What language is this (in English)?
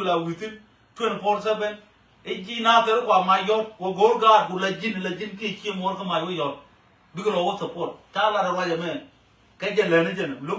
Nuer